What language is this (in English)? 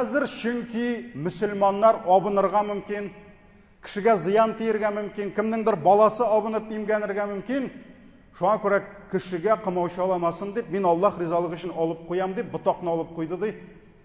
Tatar